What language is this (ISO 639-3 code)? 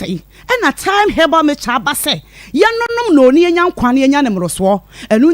aka